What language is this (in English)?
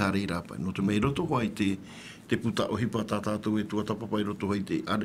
Tahitian